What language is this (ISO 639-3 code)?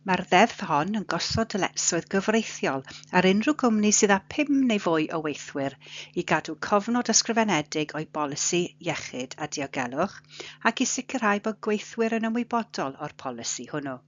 cym